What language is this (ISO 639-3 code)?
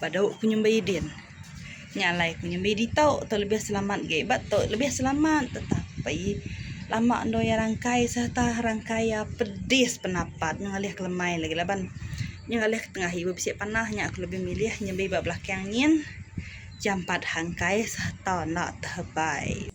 iba